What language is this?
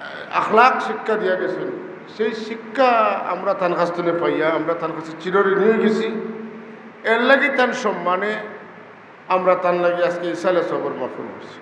Sylheti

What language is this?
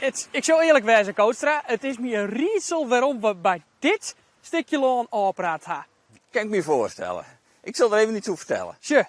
Western Frisian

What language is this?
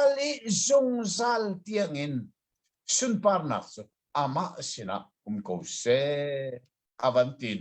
Hakha Chin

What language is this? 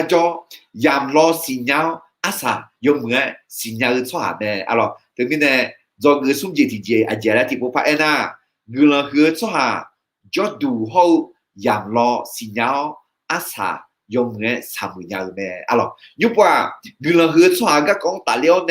Akha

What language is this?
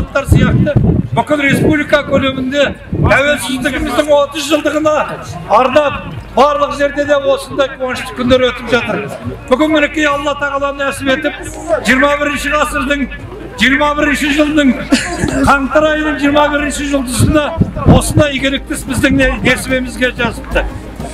Kazakh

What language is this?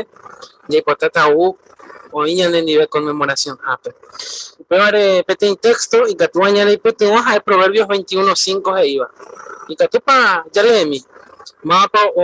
Guarani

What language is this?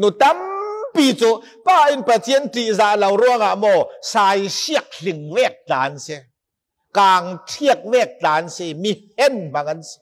Falam Chin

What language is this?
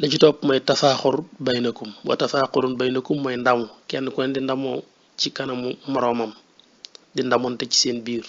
Wolof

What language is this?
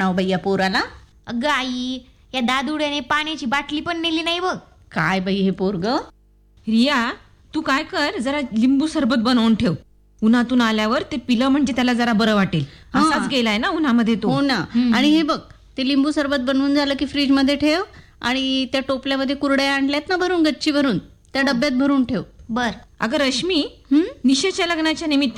Marathi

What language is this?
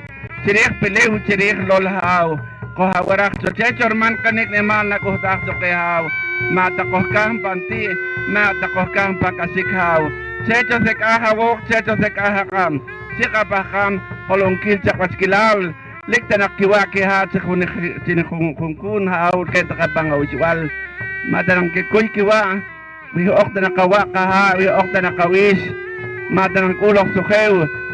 Poqomchi'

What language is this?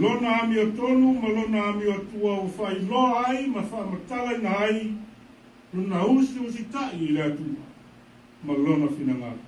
Samoan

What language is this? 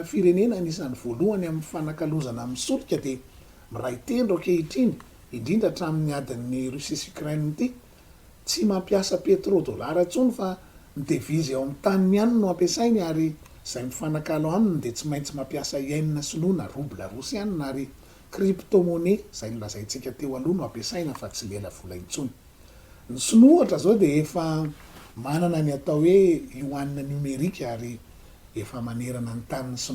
Malagasy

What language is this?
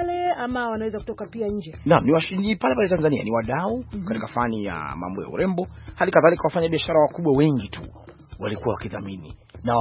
Swahili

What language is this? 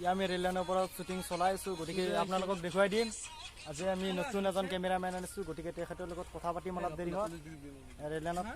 Assamese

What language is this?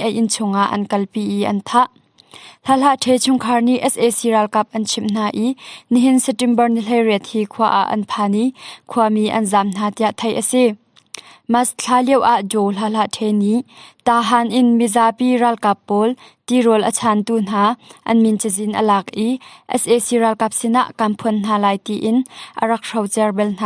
Hakha Chin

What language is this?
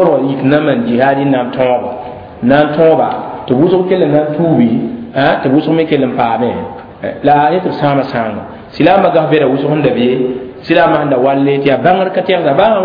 Mossi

